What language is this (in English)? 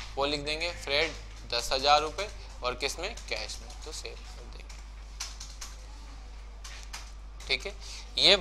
Hindi